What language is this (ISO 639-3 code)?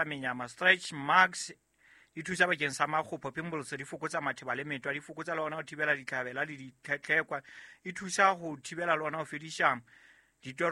sot